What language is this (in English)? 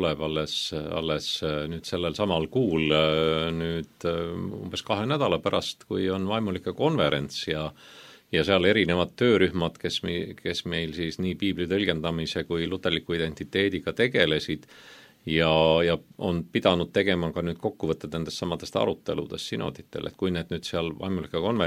Estonian